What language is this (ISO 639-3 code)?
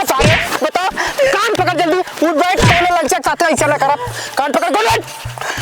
awa